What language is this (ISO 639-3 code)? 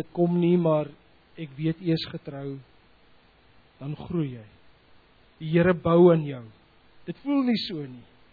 afr